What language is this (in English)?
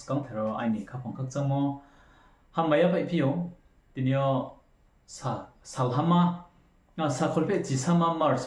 Riang (India)